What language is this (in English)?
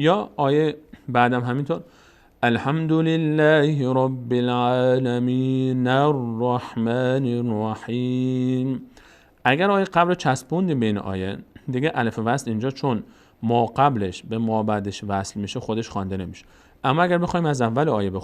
Persian